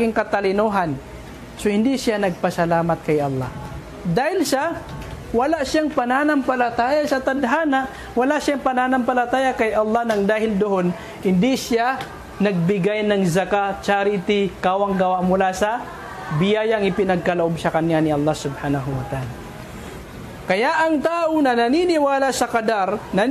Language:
Filipino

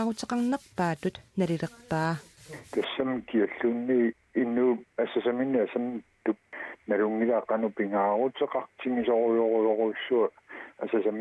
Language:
Kalaallisut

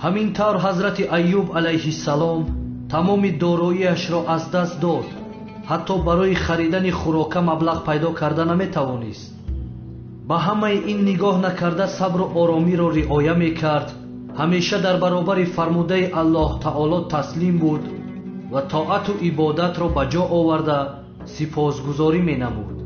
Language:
Tajik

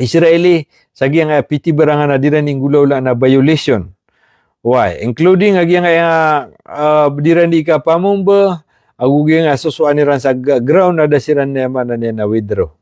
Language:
Maranao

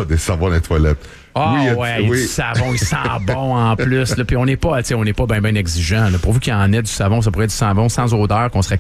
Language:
French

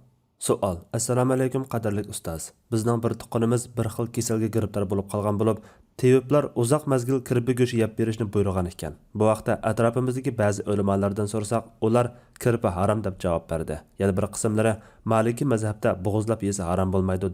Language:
Uyghur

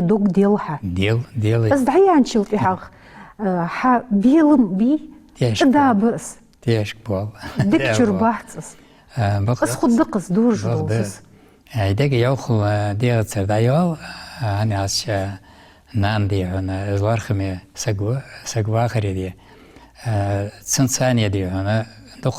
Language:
Ingush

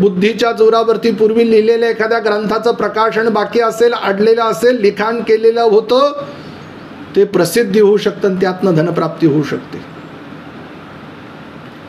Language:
Marathi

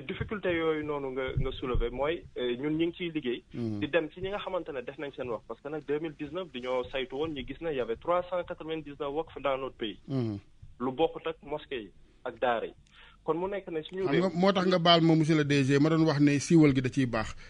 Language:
Wolof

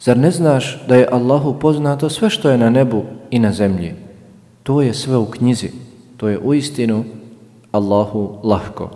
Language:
Bosnian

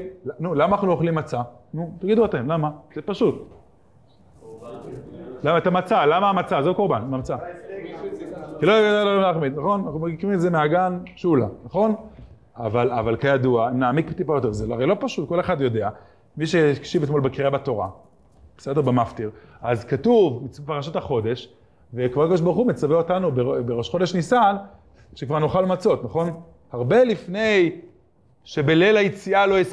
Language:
Hebrew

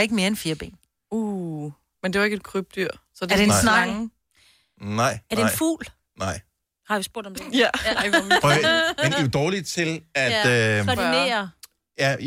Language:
Danish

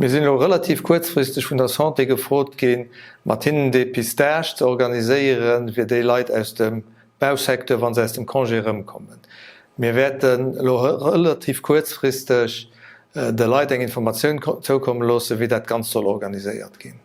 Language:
Luxembourgish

